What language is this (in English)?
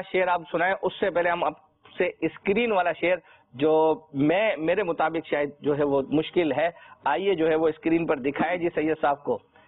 Urdu